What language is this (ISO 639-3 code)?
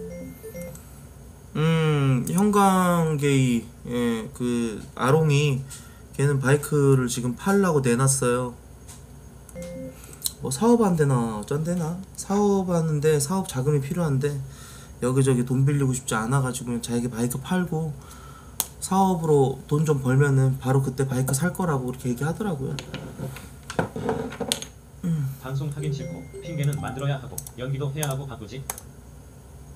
kor